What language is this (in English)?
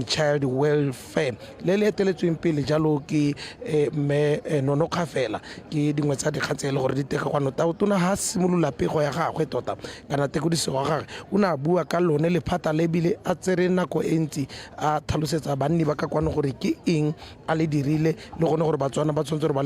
Tswana